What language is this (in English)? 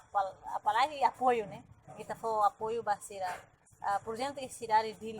Tetum